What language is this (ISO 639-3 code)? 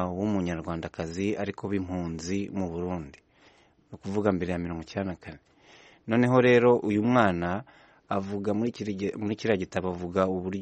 kin